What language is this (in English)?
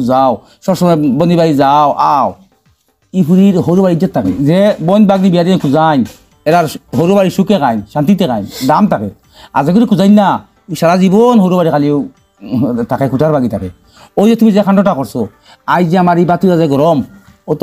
Sylheti